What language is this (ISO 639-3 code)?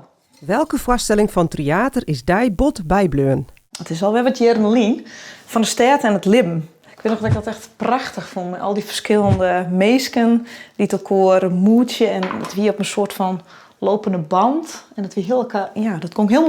fry